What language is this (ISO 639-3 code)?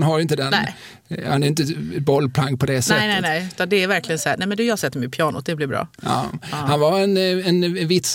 swe